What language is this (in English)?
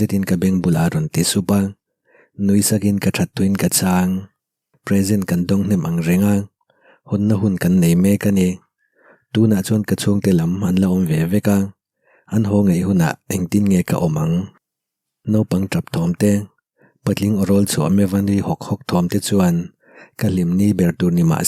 Mizo